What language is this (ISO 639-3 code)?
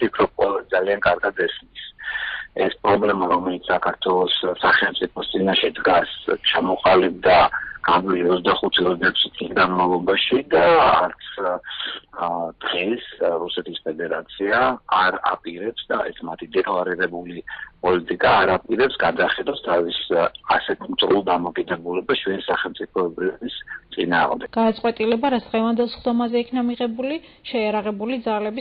kat